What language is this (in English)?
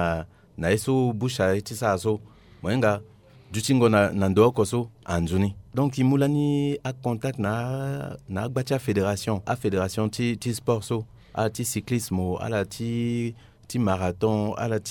Sango